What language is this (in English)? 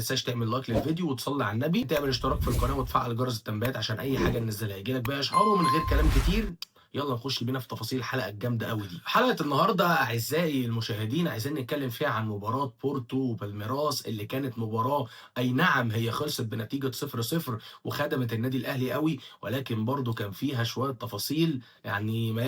Egyptian Arabic